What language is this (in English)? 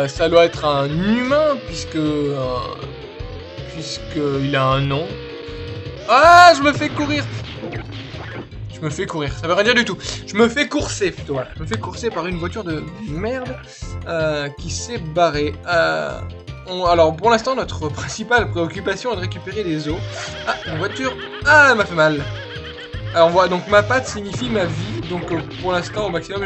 French